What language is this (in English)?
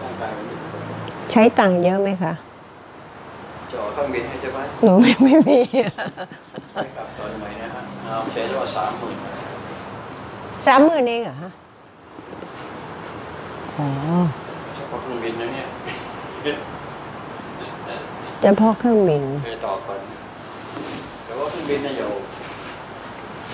Thai